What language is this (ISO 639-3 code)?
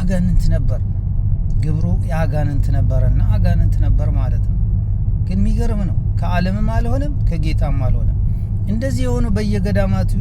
amh